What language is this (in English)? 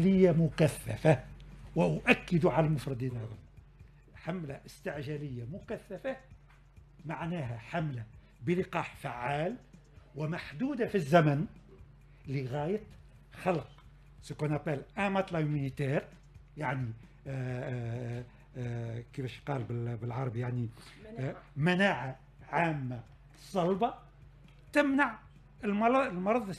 Tunisian Arabic